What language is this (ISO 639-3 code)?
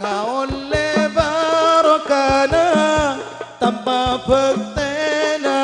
mad